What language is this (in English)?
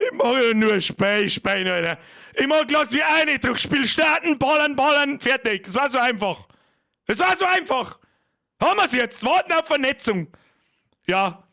Bavarian